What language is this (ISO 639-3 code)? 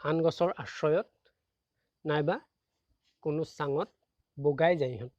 asm